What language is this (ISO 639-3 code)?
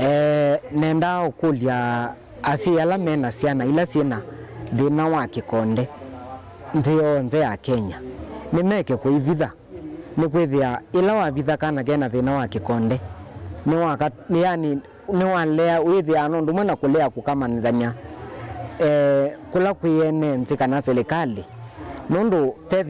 kam